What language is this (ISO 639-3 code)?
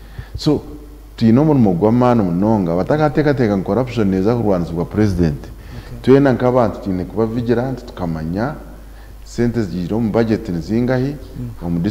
nyn